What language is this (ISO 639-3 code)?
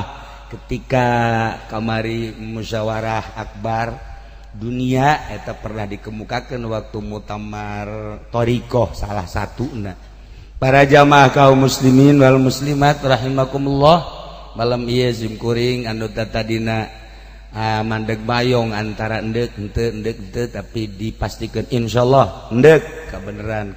sun